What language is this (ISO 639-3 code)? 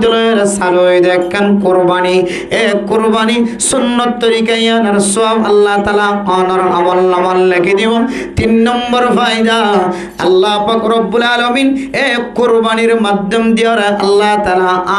rhg